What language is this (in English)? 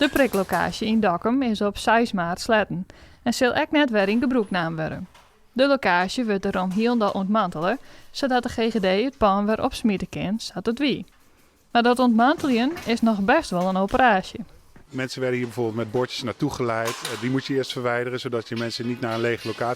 Western Frisian